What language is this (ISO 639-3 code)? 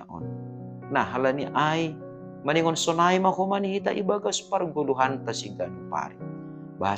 bts